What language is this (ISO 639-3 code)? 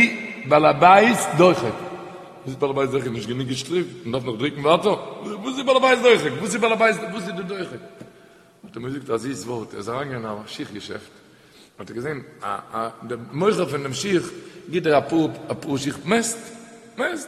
yid